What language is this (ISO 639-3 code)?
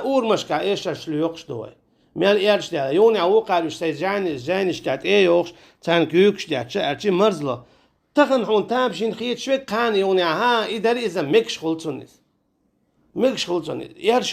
che